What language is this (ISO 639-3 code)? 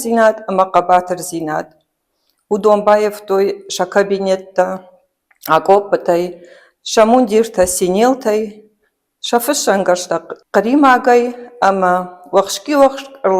oss